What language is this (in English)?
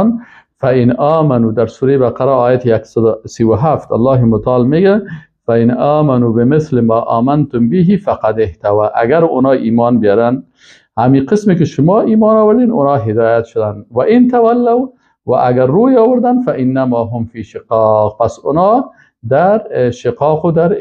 Persian